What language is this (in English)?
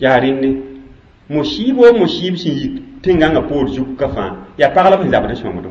Mossi